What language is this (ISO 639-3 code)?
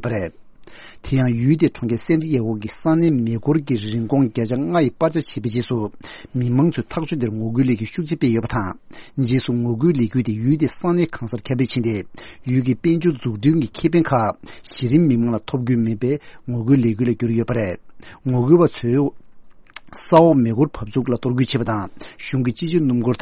bod